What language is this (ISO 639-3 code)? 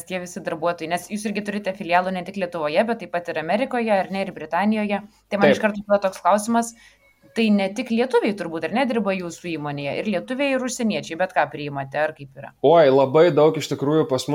lit